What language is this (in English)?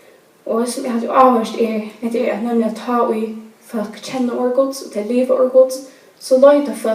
Faroese